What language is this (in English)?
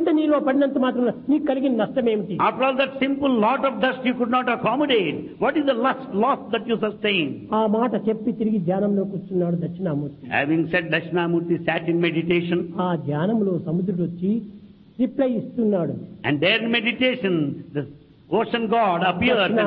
Telugu